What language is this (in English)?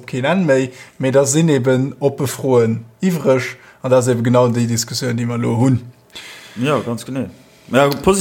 Luxembourgish